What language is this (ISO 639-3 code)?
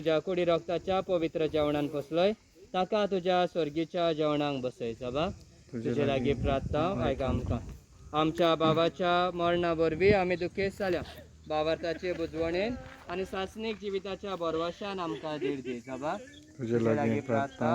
kok